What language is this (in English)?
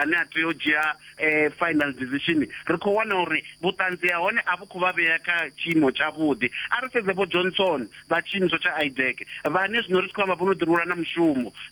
Venda